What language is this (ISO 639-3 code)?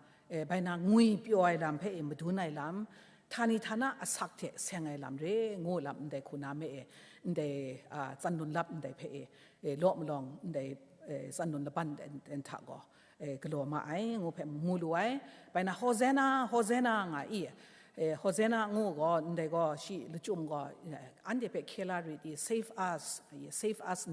kac